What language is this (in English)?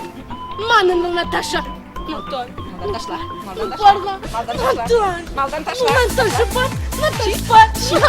Chuvash